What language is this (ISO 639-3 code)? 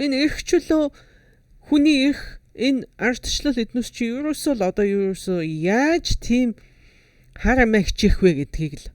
mon